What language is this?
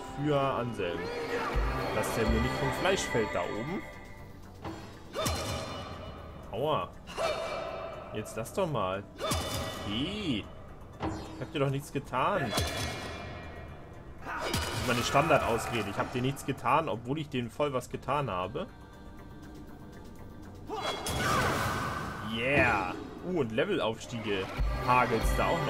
German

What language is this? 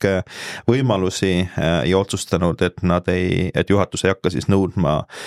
Estonian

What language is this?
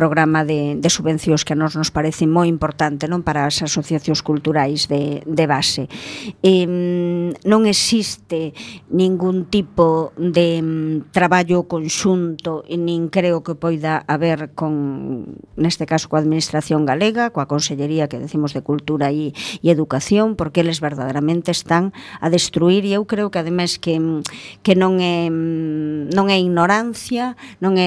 Galician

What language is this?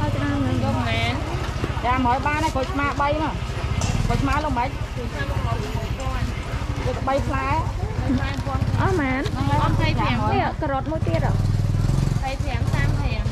Khmer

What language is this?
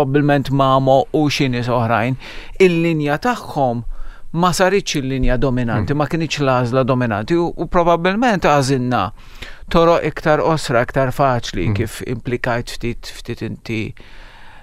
Maltese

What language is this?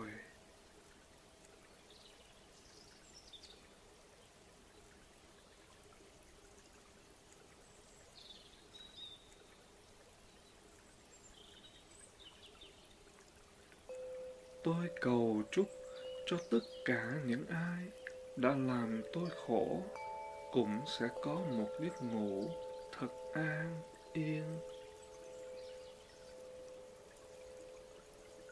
Vietnamese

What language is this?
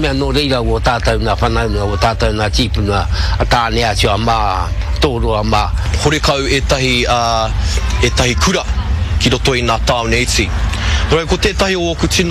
Māori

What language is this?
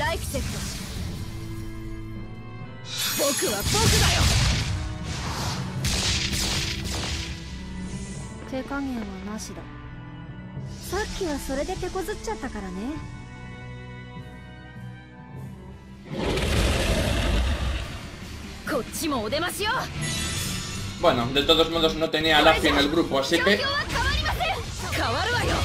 Japanese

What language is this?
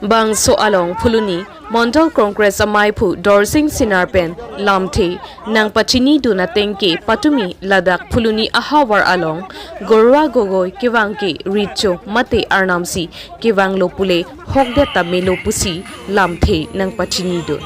Karbi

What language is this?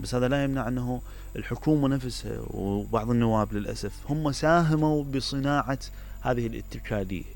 Mesopotamian Arabic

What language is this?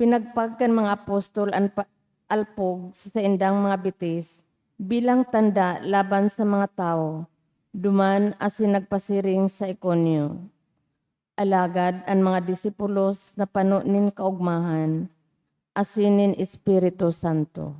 Bikol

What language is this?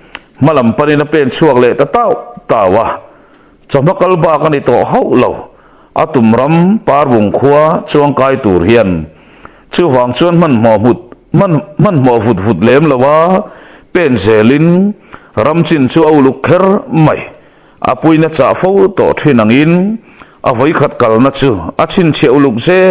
Mizo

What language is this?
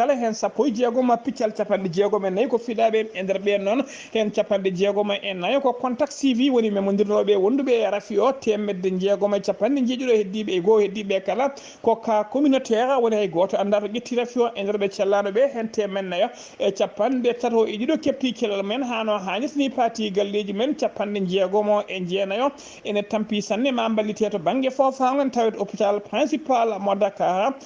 Fula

